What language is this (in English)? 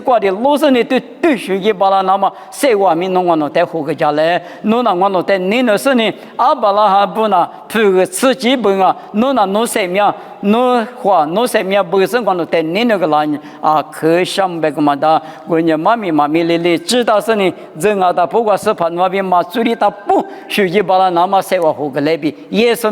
Lisu